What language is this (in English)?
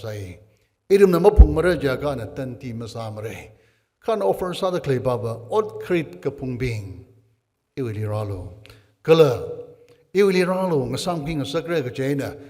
Tangkhul Naga (India)